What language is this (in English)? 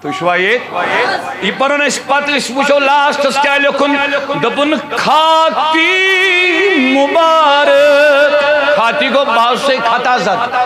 Kashmiri